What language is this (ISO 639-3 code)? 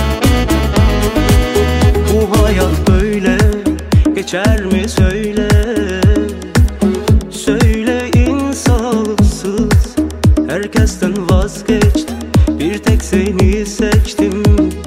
tur